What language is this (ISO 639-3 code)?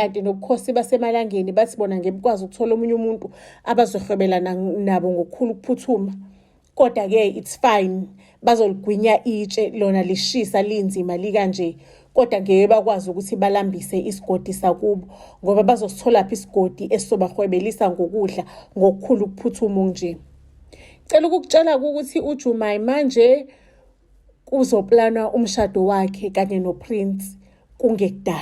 zul